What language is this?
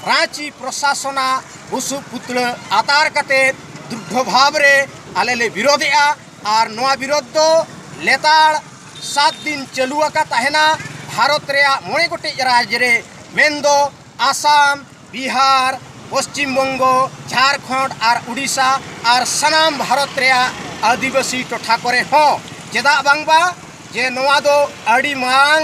Santali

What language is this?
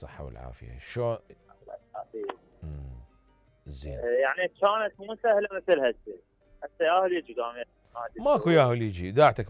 Mesopotamian Arabic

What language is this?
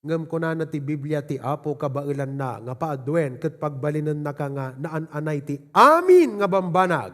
Iloko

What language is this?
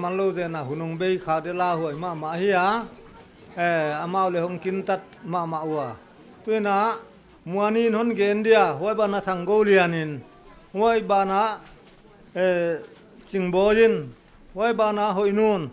Paite Chin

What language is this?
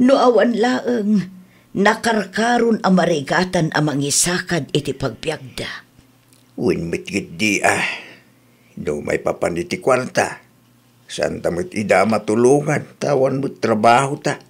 Iloko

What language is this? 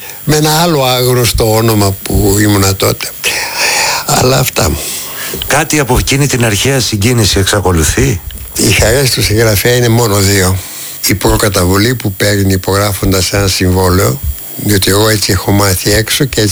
Greek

